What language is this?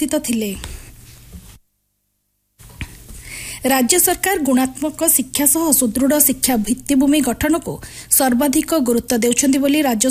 Odia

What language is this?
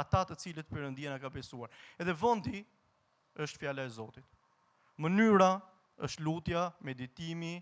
Albanian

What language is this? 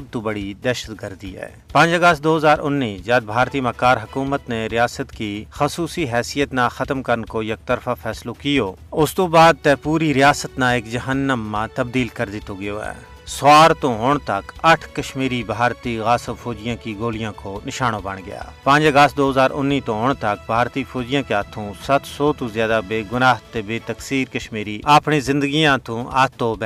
Gujari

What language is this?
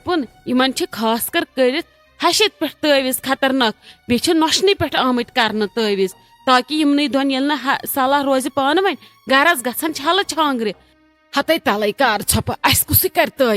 Kashmiri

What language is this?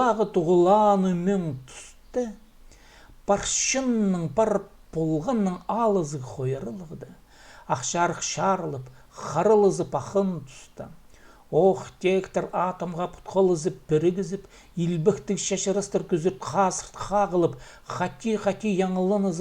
Khakas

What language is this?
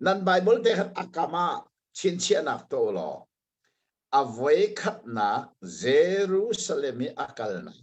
Hakha Chin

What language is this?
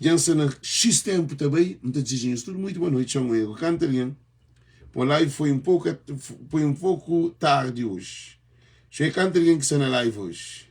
Kabuverdianu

